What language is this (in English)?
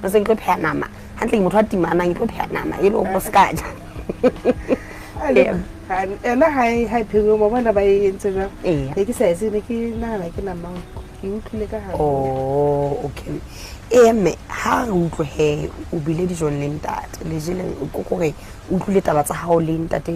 Southern Sotho